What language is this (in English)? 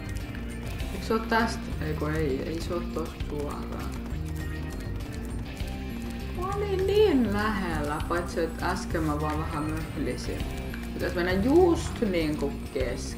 Finnish